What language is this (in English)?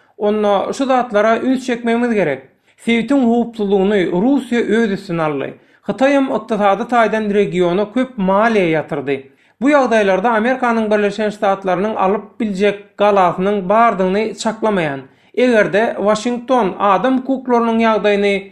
Turkmen